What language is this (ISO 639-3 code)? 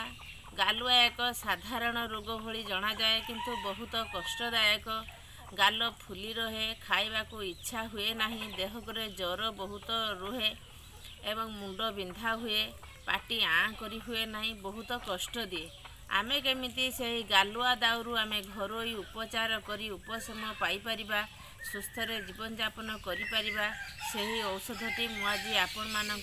ori